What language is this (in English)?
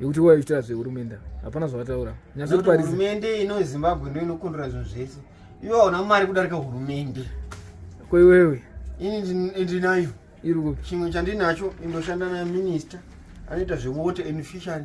Shona